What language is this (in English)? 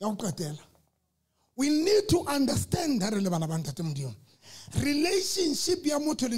Southern Sotho